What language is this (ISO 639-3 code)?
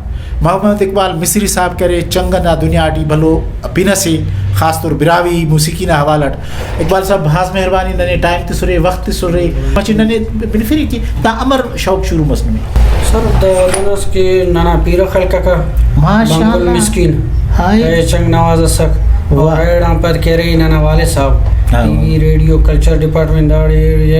brh